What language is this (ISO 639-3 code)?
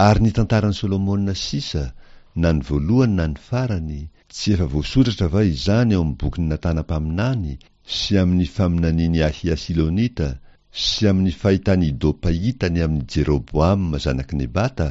mlg